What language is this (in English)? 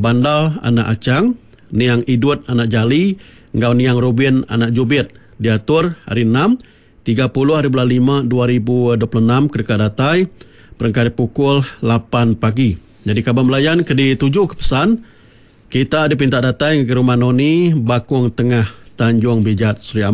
Iban